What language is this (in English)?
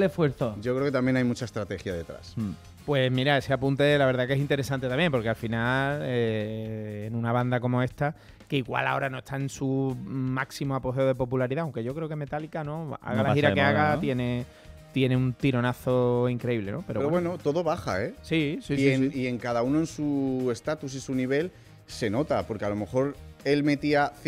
Spanish